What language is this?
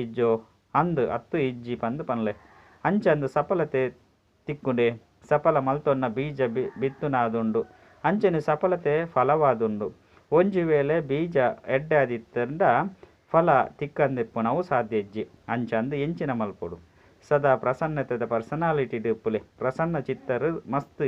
Tulu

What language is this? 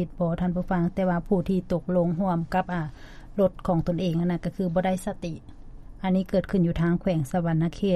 Lao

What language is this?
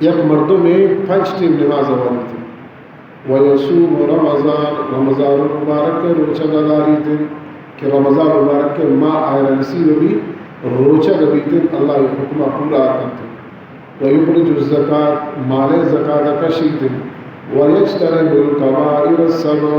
Baluchi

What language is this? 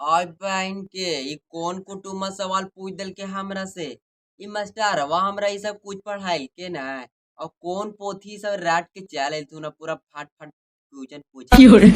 Magahi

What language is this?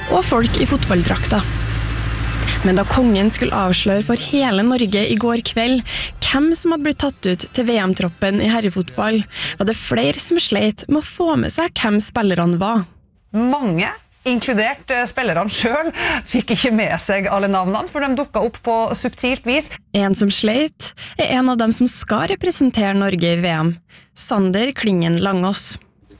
Norwegian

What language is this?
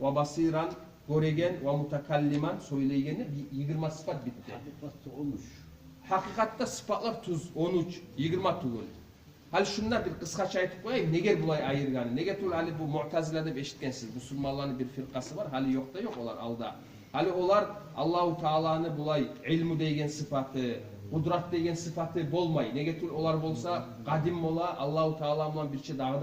Kumyk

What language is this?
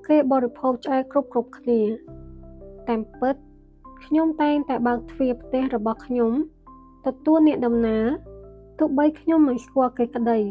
Khmer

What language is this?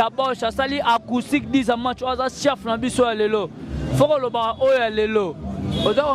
Lingala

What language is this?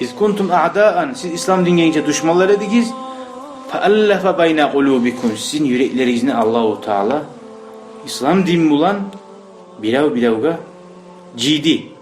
Kumyk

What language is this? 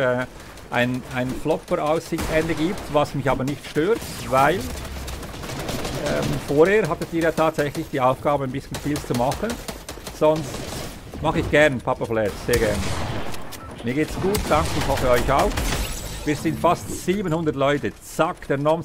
German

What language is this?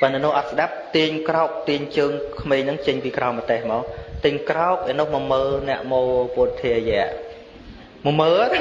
Khmer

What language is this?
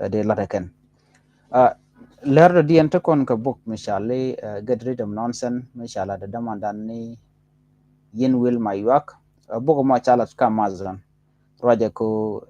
Nuer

